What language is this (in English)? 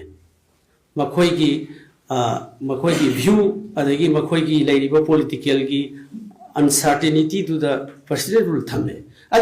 Manipuri